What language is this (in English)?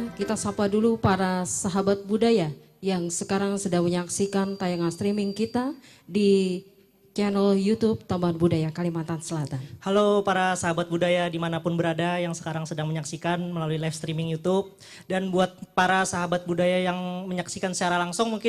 Banjar